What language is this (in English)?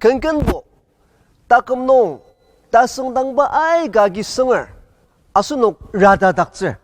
Ao Naga